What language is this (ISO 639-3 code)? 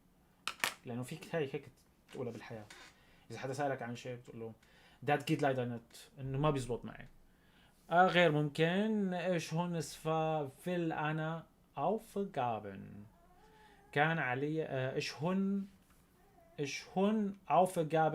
apc